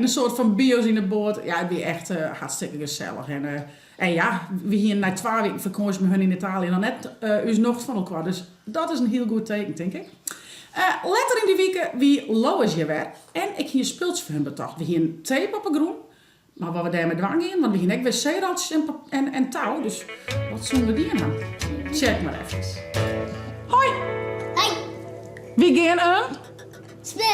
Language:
Western Frisian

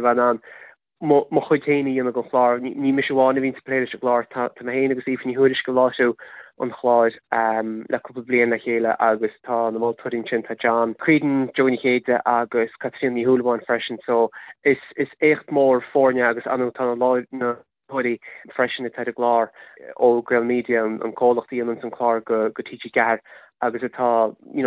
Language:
Irish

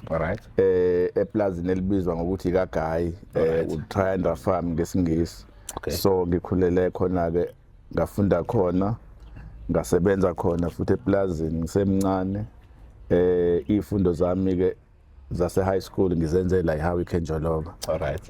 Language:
Zulu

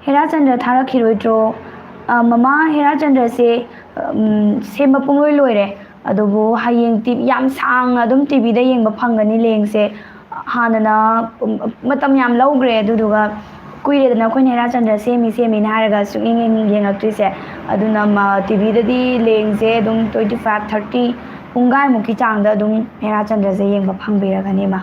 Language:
Manipuri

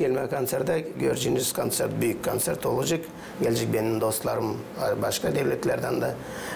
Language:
Gagauz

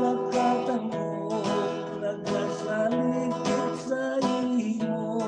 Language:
Hiligaynon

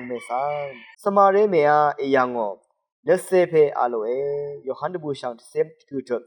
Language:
Rawang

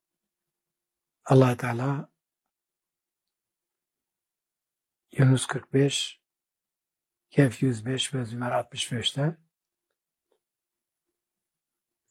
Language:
Turkish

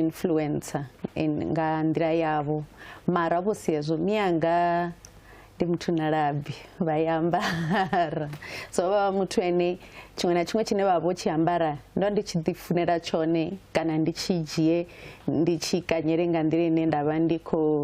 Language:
Venda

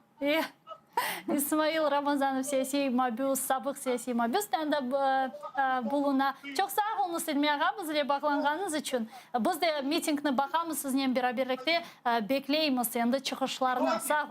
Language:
Crimean Tatar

